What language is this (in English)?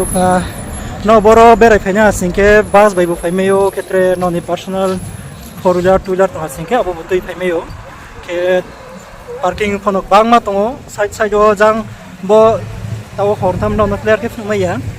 Riang (India)